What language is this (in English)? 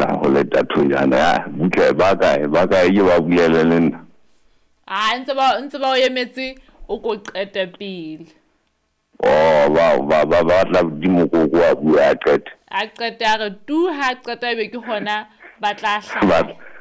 Southern Sotho